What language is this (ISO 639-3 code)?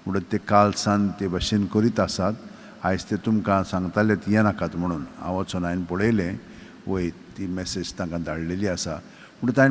kok